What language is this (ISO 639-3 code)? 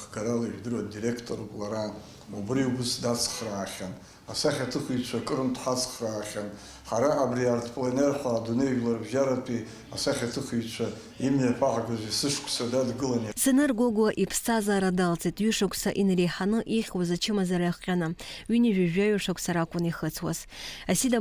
abk